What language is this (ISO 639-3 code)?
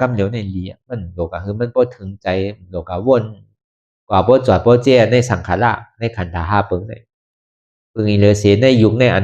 shn